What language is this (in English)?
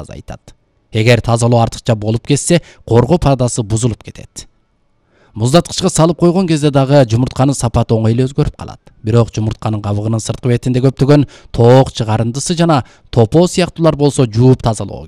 Kyrgyz